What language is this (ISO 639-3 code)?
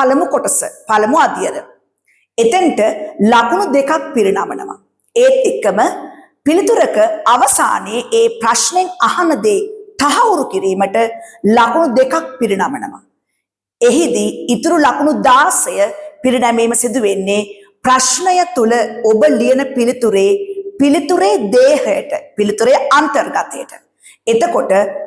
sin